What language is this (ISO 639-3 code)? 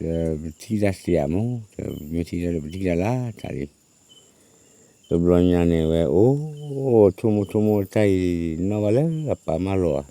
ksw